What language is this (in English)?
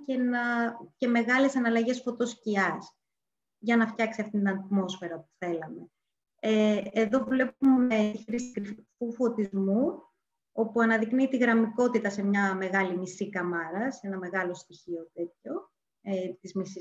Greek